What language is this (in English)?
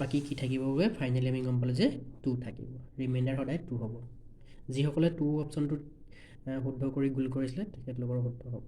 Assamese